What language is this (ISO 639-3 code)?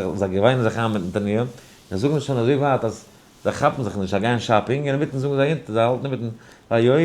yid